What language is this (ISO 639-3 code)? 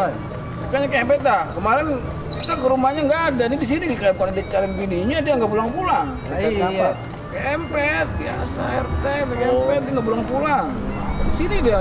bew